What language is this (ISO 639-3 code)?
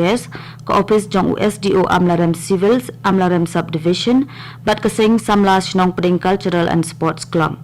kha